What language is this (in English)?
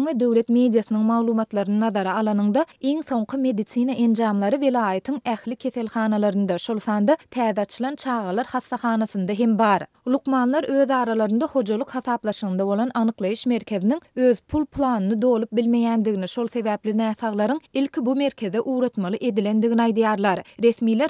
Turkmen